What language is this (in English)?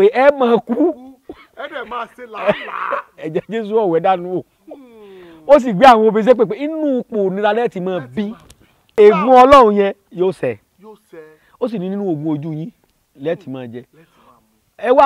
Yoruba